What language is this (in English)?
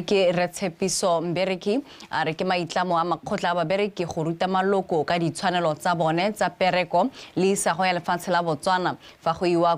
Tswana